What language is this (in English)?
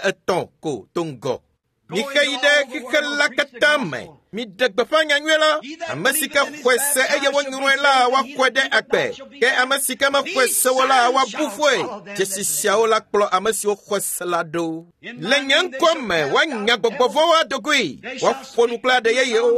Ewe